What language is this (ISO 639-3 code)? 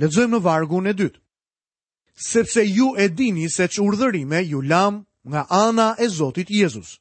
sqi